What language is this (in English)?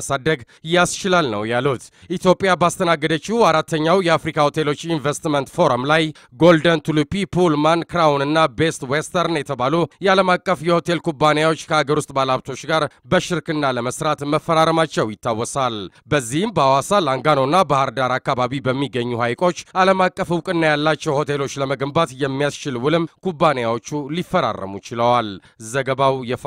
Amharic